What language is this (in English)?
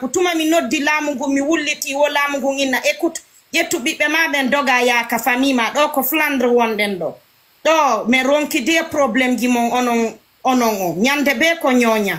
Fula